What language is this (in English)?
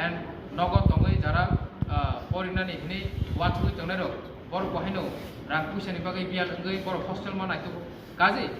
Kok Borok